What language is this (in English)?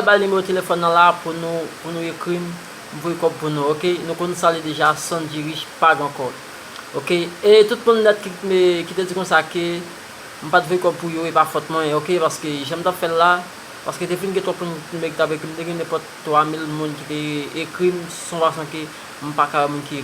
Haitian Creole